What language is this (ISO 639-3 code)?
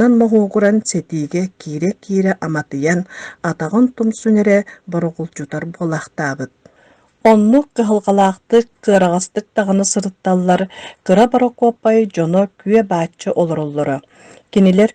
sah